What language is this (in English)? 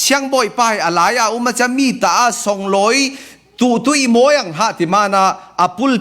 Falam Chin